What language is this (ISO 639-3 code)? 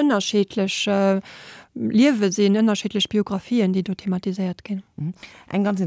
ltz